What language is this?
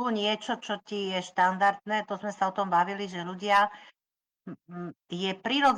Slovak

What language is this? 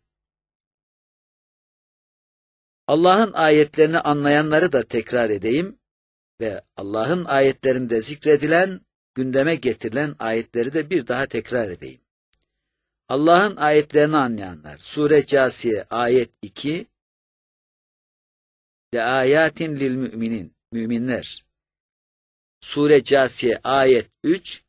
Turkish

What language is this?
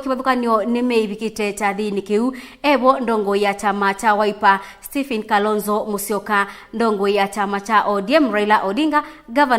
Kamba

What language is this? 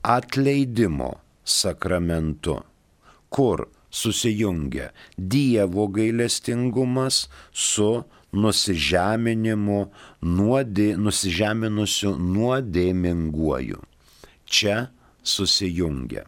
Lithuanian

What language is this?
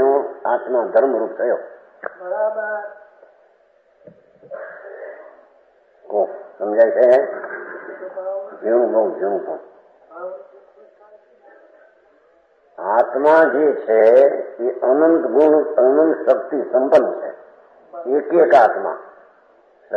Gujarati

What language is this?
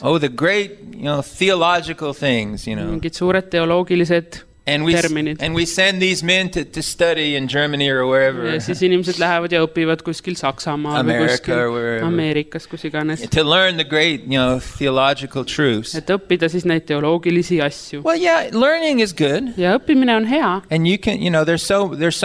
Estonian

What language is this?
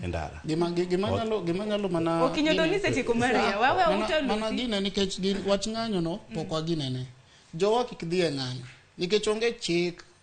Luo (Kenya and Tanzania)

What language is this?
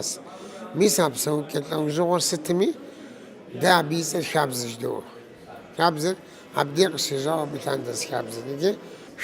Kabardian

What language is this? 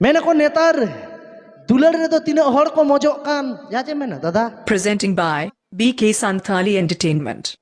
Santali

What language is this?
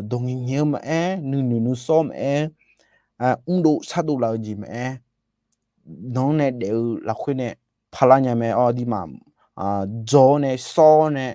Akha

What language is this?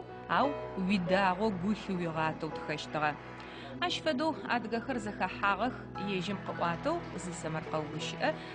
Adyghe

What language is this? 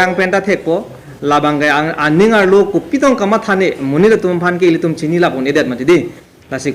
Karbi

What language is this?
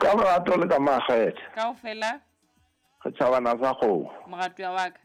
Southern Sotho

